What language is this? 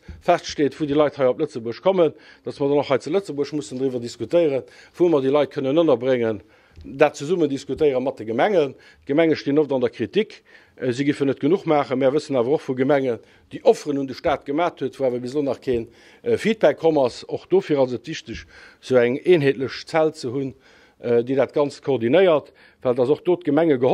Luxembourgish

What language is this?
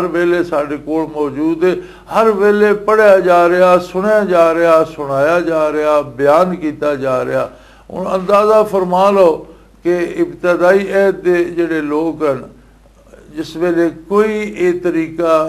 Western Panjabi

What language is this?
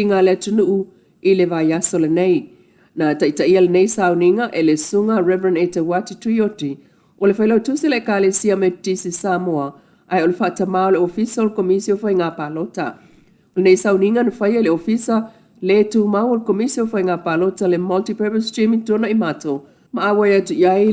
Samoan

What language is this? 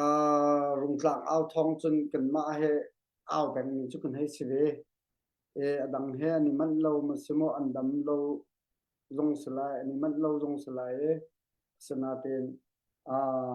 Hakha Chin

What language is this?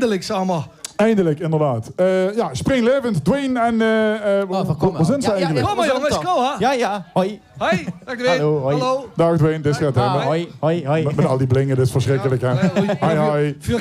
Limburgish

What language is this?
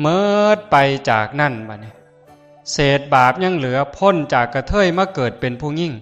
Northeastern Thai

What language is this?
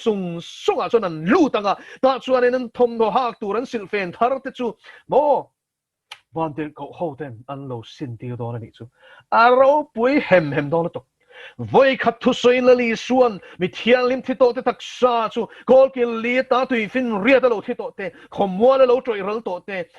Mizo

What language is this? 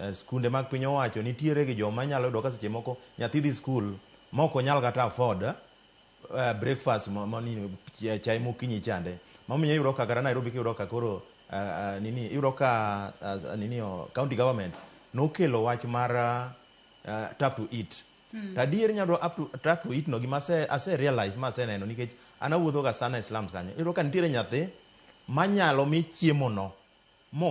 Luo (Kenya and Tanzania)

